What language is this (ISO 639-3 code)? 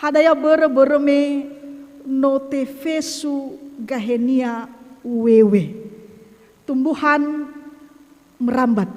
nia